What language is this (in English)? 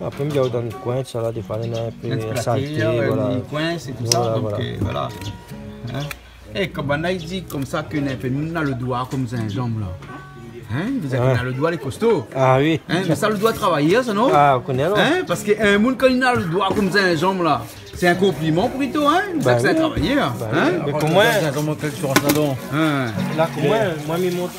Réunion Creole French